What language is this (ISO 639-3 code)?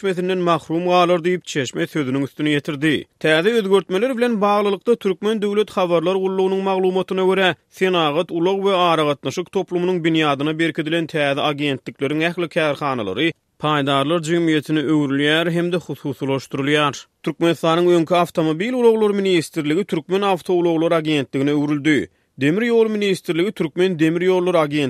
tuk